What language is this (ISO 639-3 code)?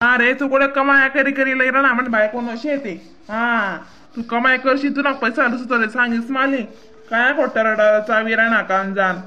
khn